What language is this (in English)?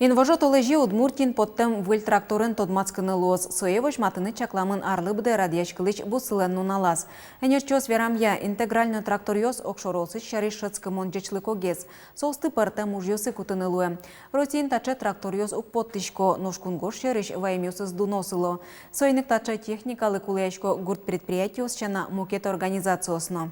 Udmurt